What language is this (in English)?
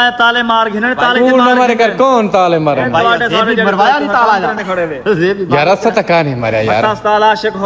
Saraiki